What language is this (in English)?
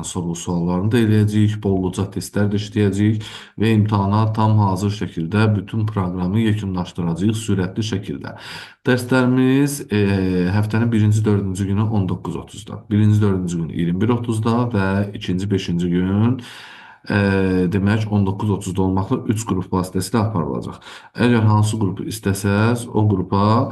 Azerbaijani